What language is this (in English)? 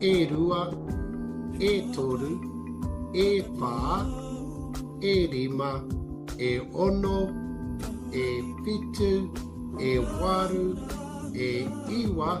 Māori